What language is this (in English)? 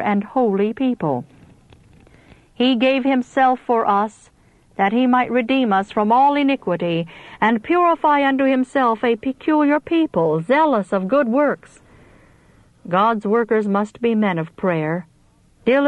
English